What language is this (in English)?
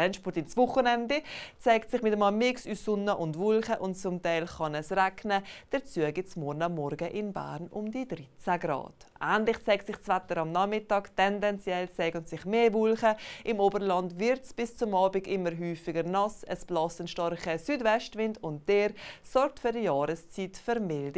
Swiss German